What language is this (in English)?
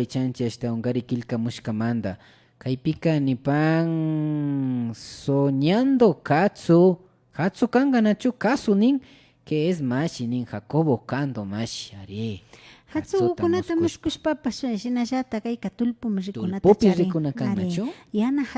Imbabura Highland Quichua